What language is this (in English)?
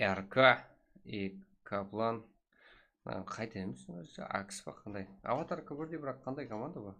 Kara-Kalpak